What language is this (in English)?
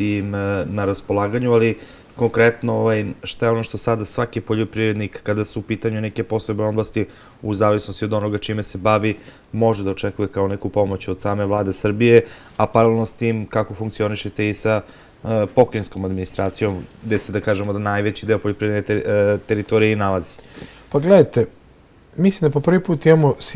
Serbian